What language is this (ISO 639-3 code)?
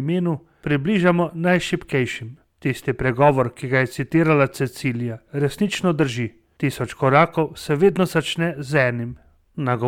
slv